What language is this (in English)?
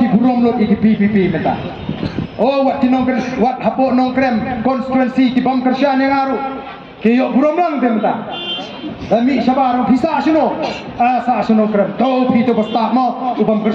Khasi